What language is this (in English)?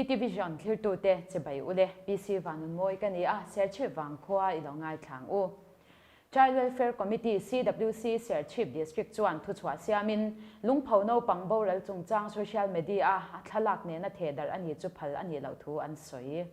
Mizo